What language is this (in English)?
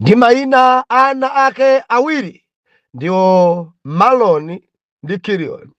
Nyanja